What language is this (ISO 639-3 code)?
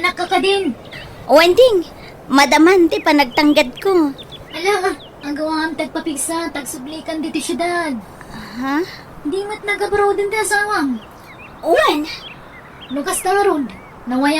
ilo